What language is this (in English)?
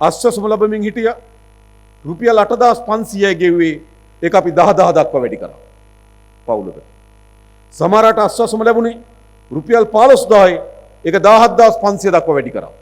Sinhala